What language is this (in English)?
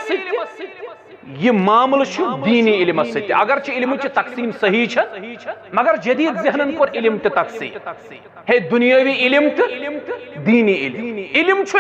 Kashmiri